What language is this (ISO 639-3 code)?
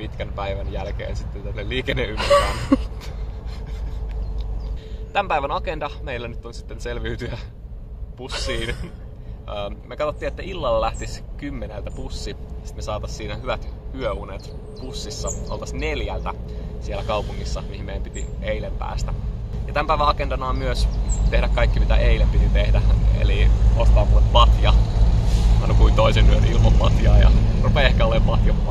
fin